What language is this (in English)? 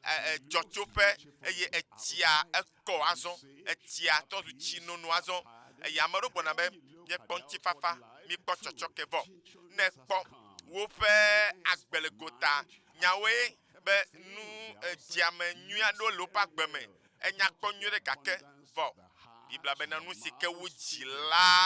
Ewe